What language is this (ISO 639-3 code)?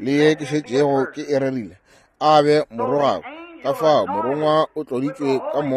nso